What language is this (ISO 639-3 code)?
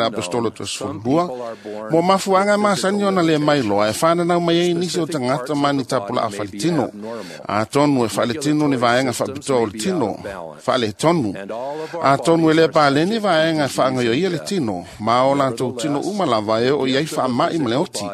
smo